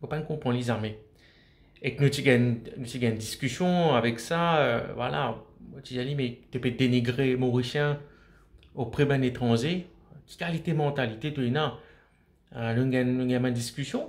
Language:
Morisyen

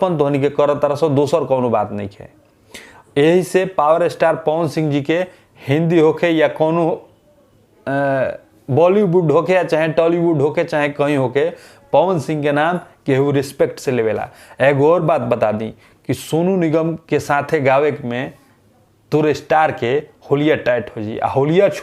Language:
Bhojpuri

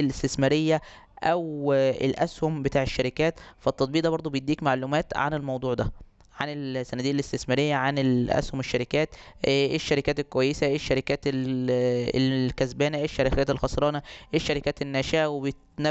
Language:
Egyptian Arabic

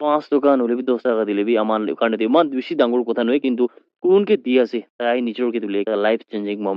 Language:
Naga Pidgin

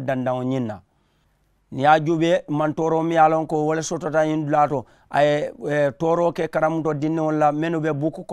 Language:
Mandingo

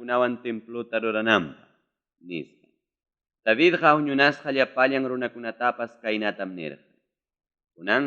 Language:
Ayacucho Quechua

